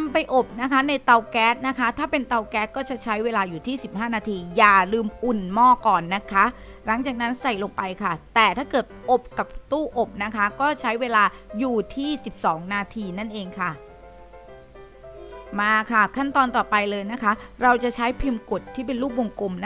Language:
Thai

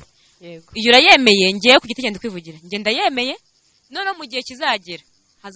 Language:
Kinyarwanda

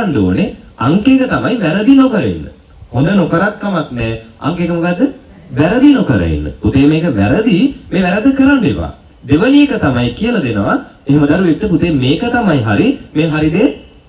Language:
Sinhala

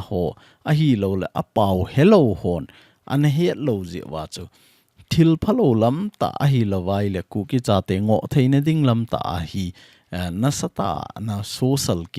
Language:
Thado Chin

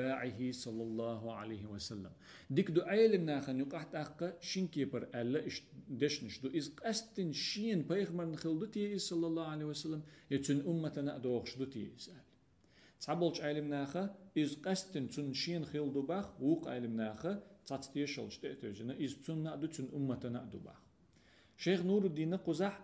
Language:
Chechen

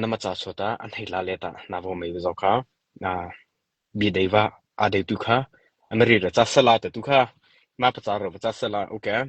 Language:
Mara Chin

